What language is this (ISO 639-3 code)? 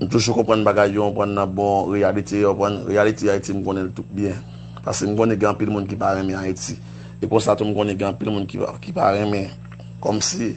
hat